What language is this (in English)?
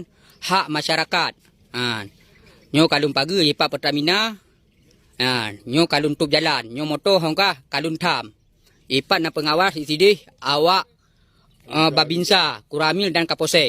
Achinese